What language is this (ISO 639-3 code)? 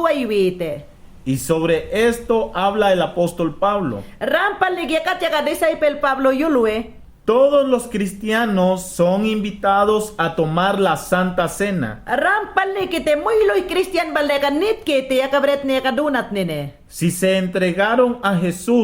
yan